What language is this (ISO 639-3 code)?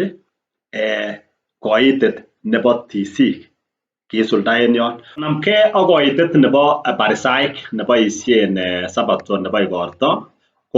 kln